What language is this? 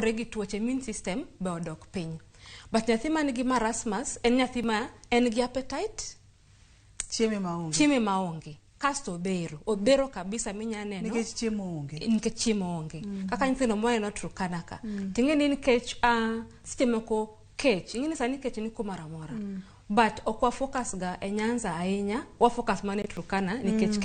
Luo (Kenya and Tanzania)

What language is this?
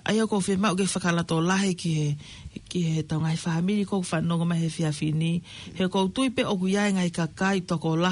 Tongan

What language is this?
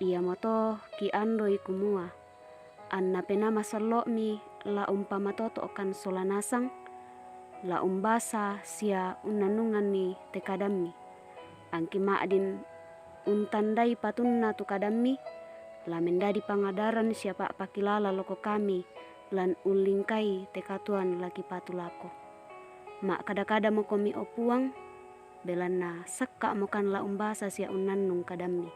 Toraja-Sa'dan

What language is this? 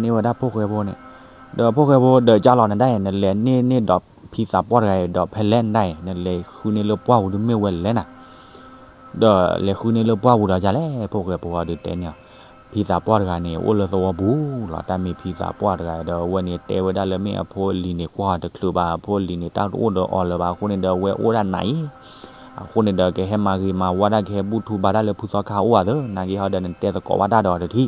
S'gaw Karen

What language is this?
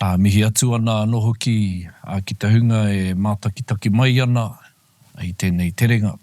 Māori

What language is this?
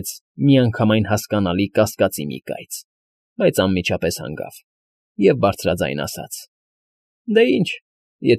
Armenian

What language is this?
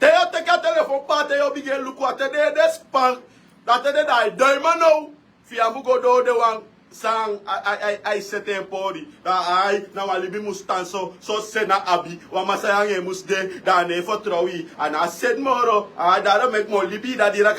Sranan Tongo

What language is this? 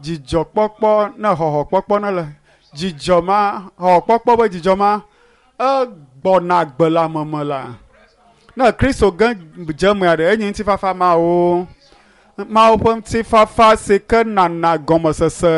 Ewe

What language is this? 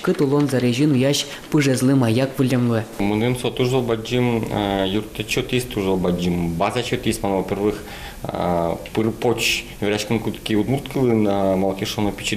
Udmurt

